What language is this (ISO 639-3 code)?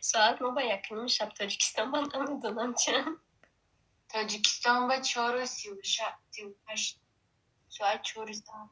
tgk